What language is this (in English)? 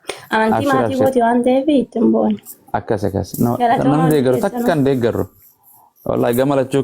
Oromo